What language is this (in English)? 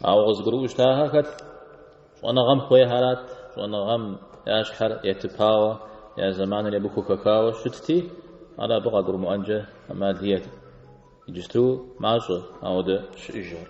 Kabardian